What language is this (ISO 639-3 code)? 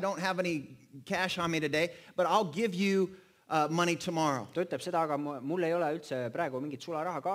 est